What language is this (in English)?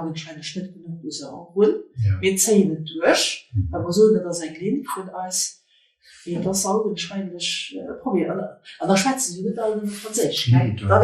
Luxembourgish